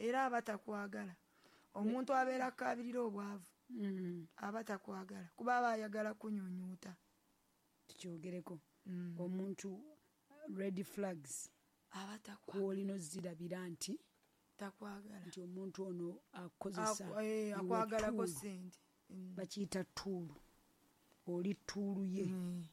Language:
Ganda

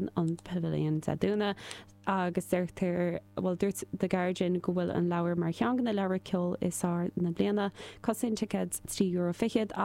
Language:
Irish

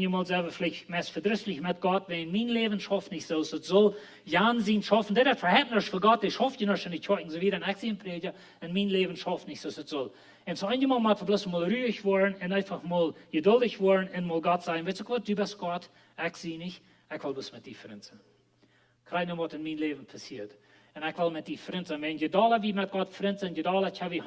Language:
Plautdietsch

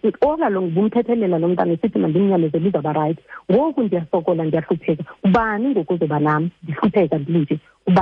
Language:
Xhosa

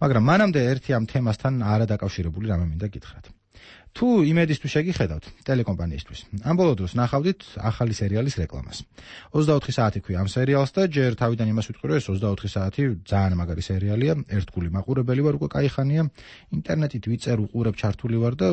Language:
Georgian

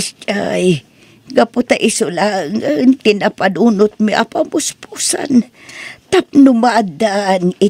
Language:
Iloko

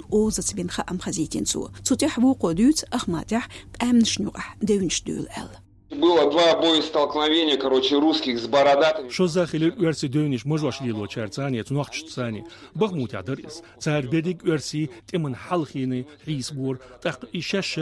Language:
Chechen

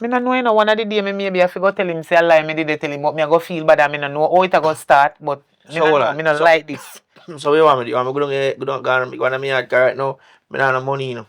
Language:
Jamaican Creole English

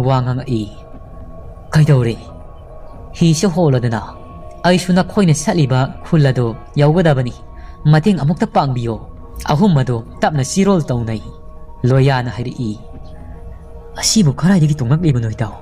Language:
Manipuri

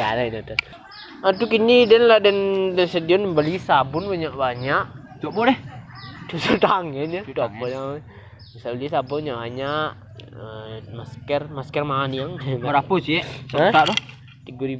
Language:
Minangkabau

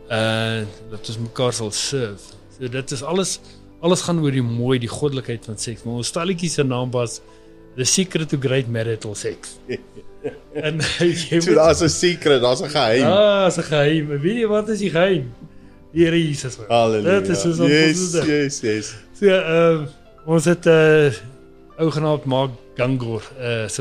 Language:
Afrikaans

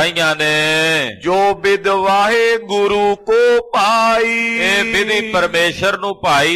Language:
Punjabi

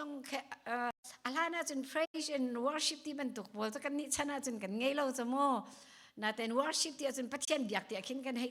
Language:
Hakha Chin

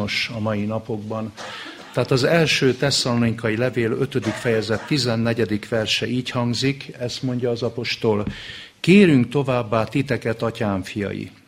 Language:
Hungarian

